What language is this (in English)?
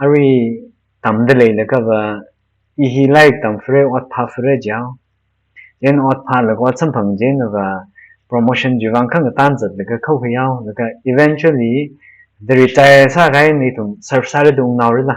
Tangkhul Naga (India)